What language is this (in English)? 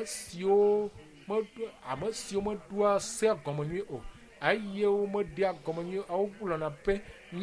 Ewe